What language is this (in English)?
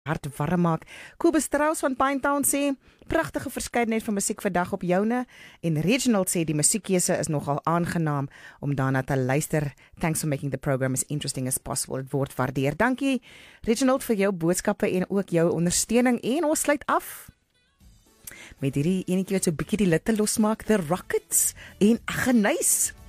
Afrikaans